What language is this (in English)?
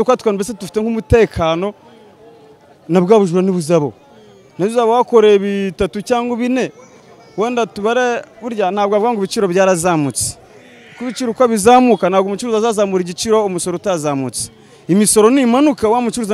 Kinyarwanda